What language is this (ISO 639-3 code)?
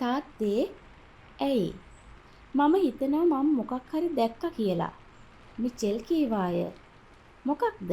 sin